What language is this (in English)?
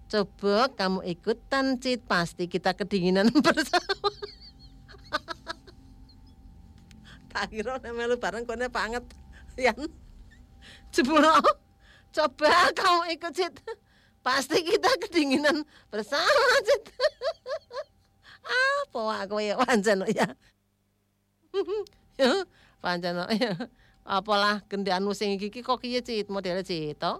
Indonesian